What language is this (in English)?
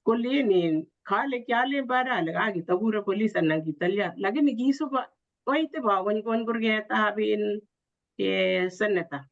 Kalenjin